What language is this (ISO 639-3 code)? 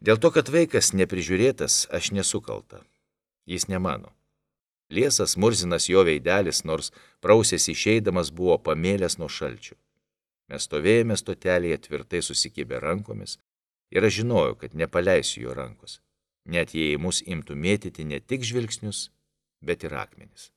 lit